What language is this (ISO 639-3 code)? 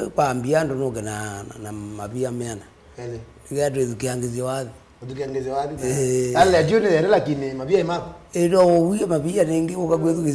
kam